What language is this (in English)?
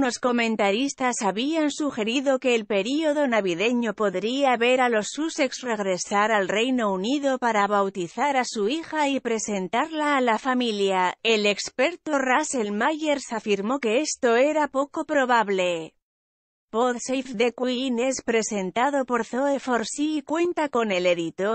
Spanish